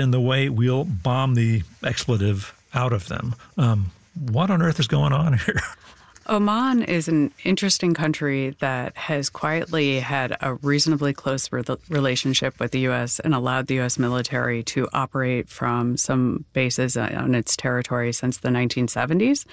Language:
English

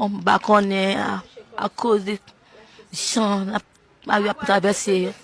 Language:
Haitian Creole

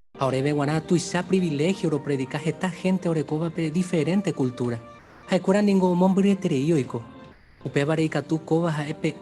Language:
Guarani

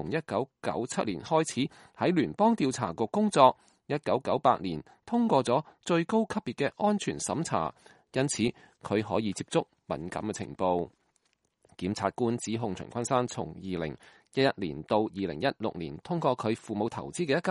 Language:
Cantonese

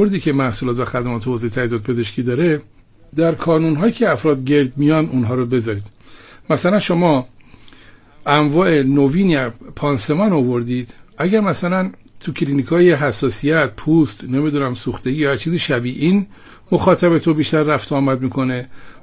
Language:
Persian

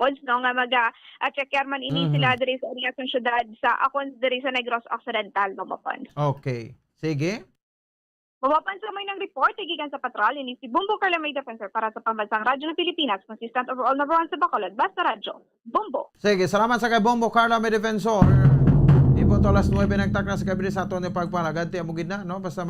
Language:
Hiligaynon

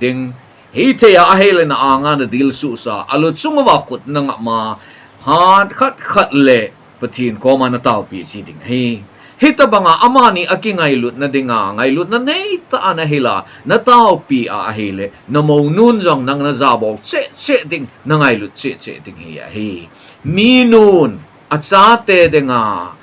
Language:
Thado Chin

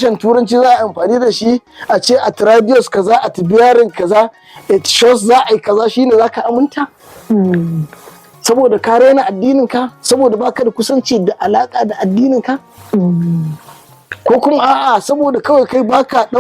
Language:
Hausa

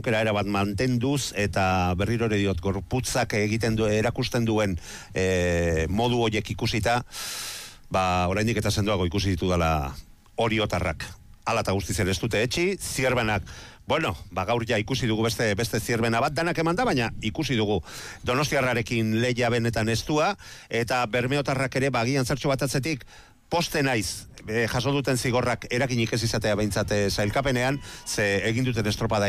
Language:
Basque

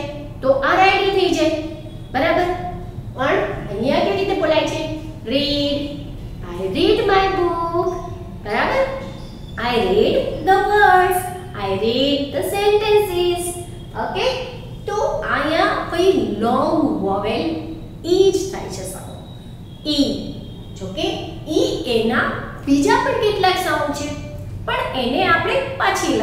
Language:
Gujarati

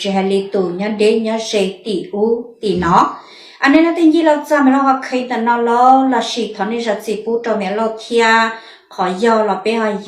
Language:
Hmong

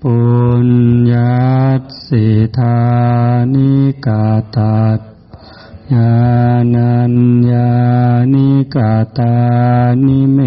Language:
Northeastern Thai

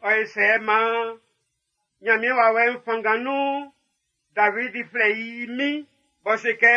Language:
Baoulé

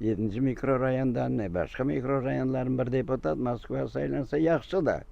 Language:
Crimean Tatar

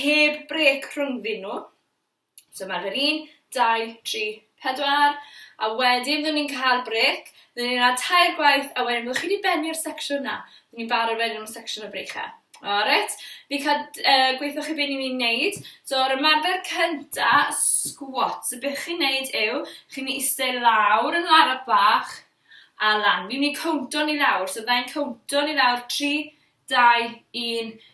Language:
Welsh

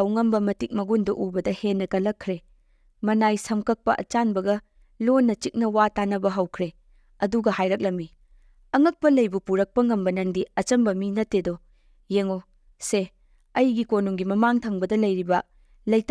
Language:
Manipuri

